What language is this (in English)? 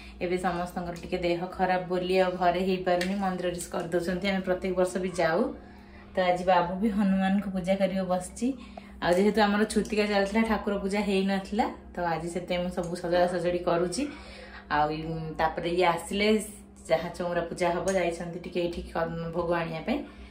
Odia